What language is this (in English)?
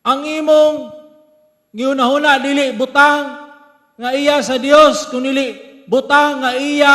Cebuano